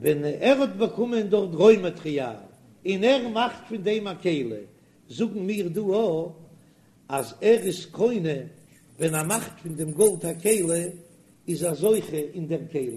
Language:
Yiddish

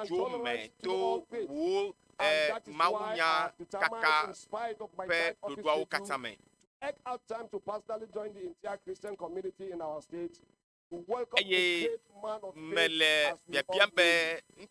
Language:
Ewe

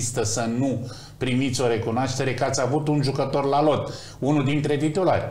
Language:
Romanian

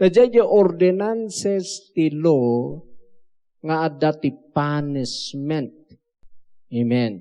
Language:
Iloko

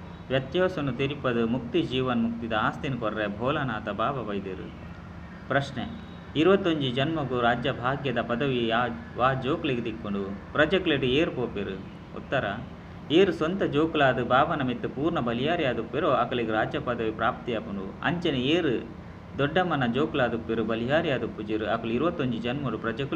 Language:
Tulu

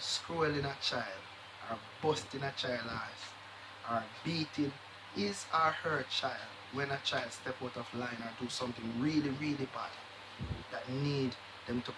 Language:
Jamaican Creole English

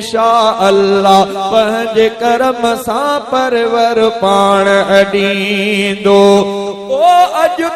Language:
Sindhi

